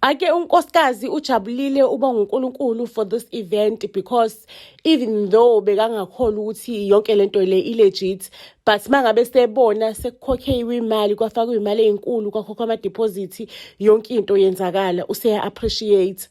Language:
Zulu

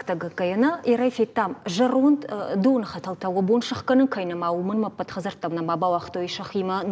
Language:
Ossetic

